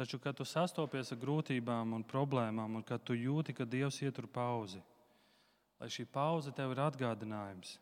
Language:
Latvian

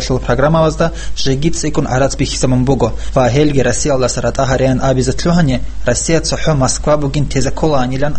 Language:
Avaric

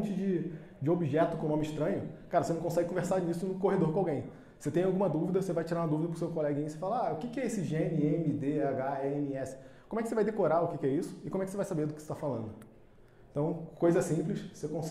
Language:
Portuguese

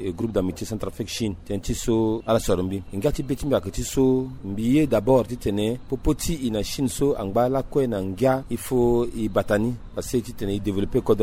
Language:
Sango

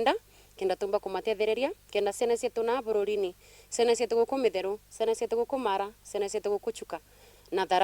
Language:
Meru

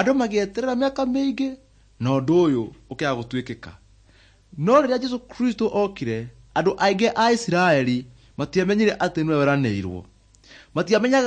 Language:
Kikuyu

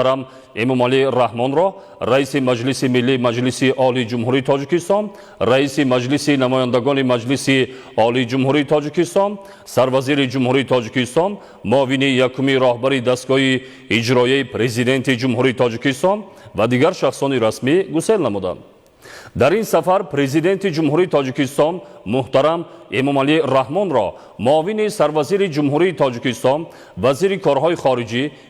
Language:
Tajik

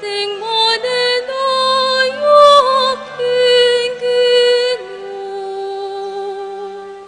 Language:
Pampanga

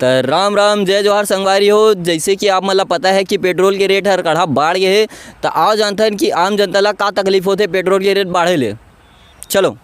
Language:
Chhattisgarhi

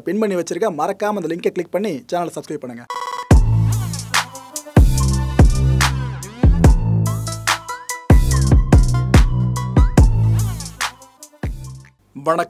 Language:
Tamil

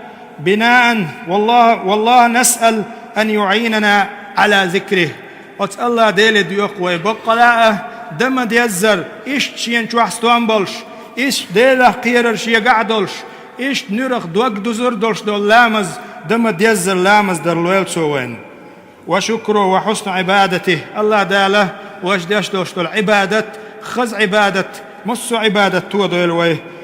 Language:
Chechen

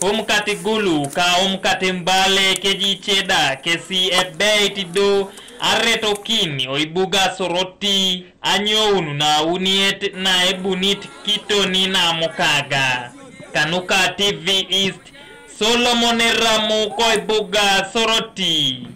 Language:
Teso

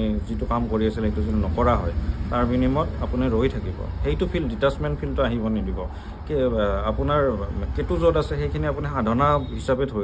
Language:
Assamese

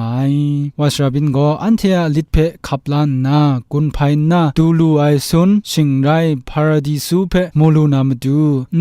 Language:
Kachin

